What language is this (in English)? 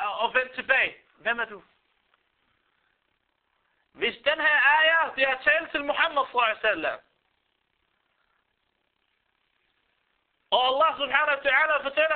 Danish